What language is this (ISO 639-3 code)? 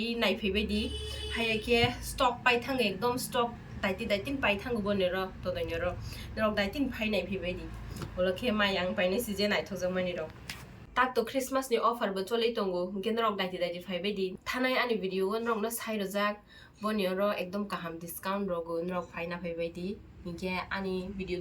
trp